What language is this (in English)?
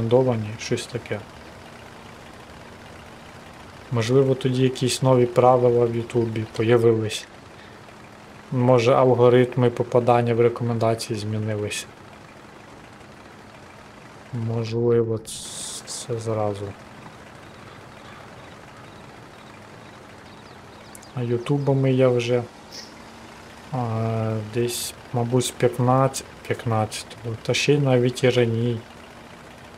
Ukrainian